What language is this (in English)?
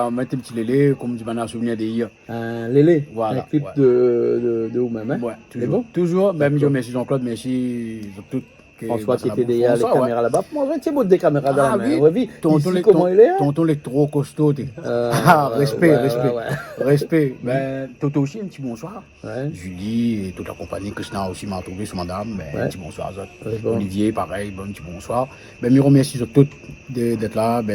Réunion Creole French